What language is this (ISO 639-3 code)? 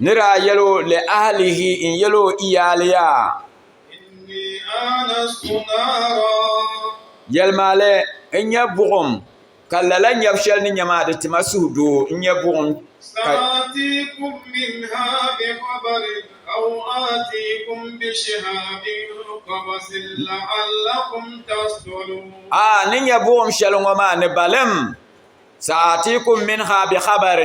dag